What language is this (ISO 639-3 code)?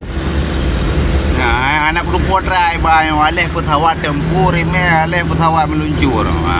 ace